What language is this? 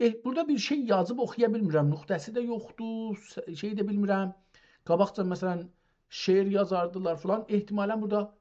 South Azerbaijani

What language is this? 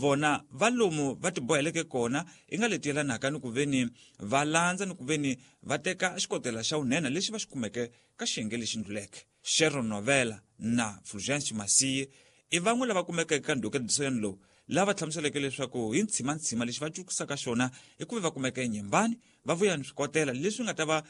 Tsonga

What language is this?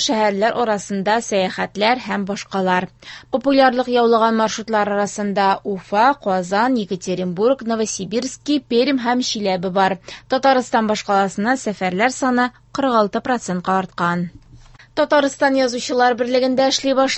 Tatar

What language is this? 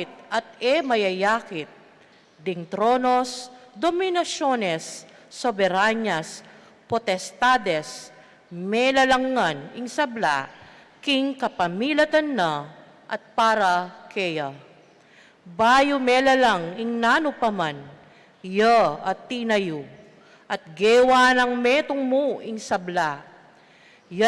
Pampanga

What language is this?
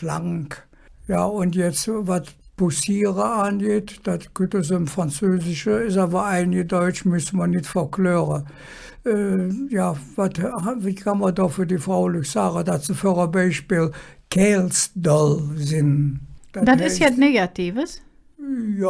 Colognian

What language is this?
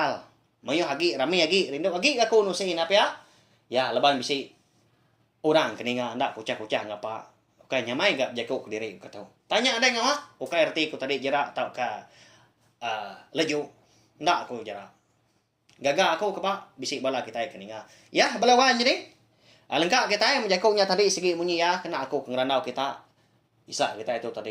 Iban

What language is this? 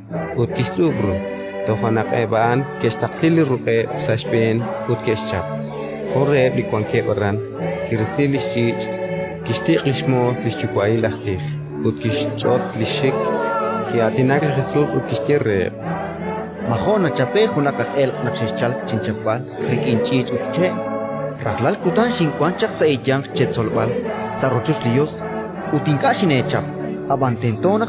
Kekchí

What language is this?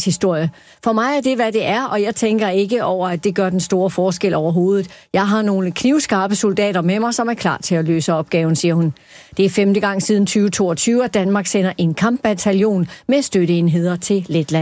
Danish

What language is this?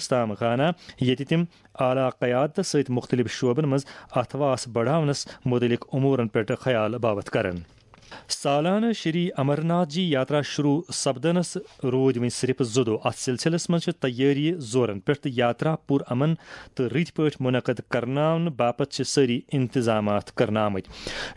Kashmiri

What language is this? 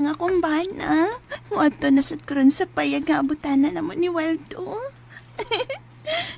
Cebuano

